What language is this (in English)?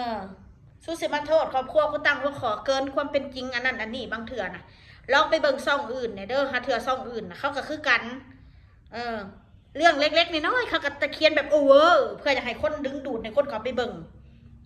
Northeastern Thai